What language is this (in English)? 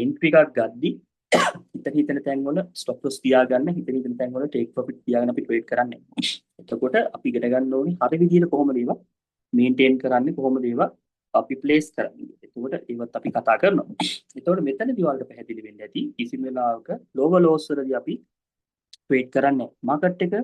Sinhala